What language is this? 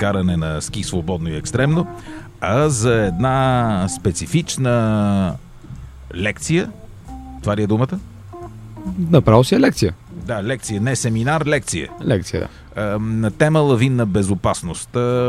Bulgarian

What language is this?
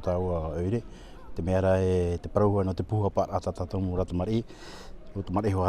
Tahitian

